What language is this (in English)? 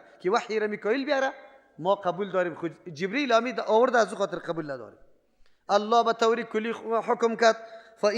Persian